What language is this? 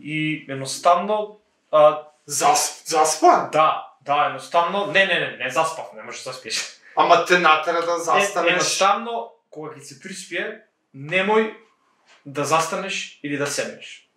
Macedonian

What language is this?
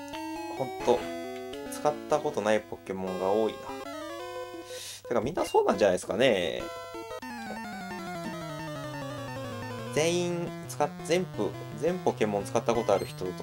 Japanese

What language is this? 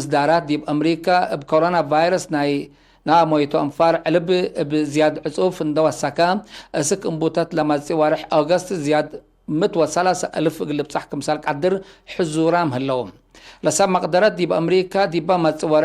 Tigre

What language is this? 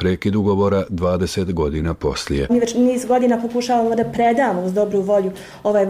Bosnian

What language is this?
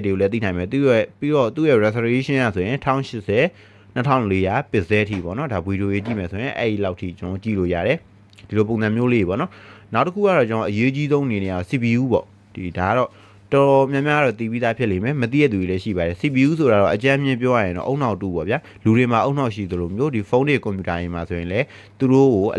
Burmese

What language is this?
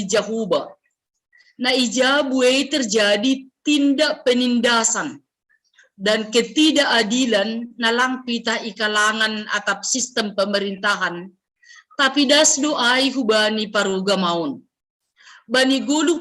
Batak Simalungun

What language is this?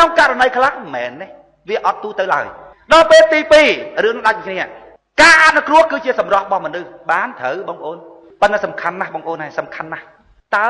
Khmer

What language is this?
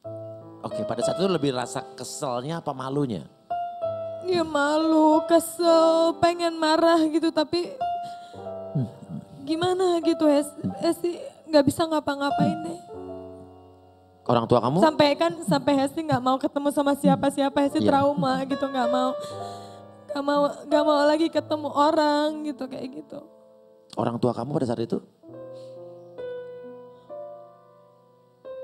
Indonesian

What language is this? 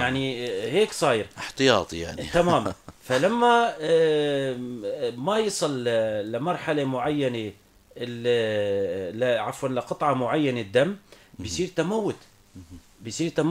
North Levantine Arabic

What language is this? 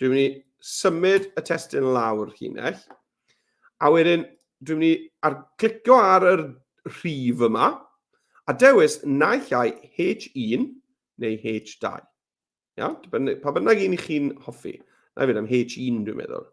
Welsh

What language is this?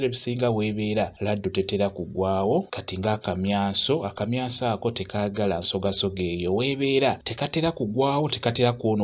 Ganda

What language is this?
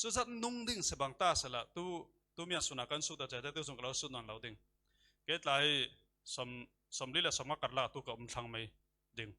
Falam Chin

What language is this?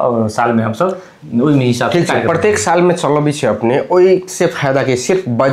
Maithili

